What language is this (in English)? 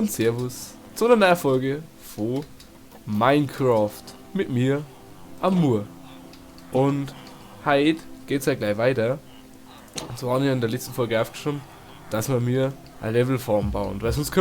Bavarian